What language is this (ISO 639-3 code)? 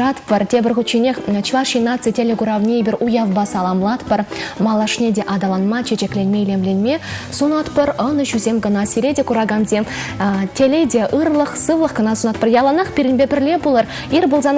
chv